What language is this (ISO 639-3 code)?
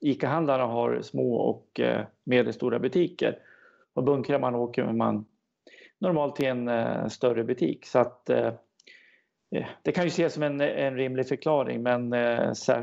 swe